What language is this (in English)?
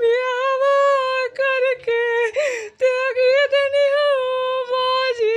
Magahi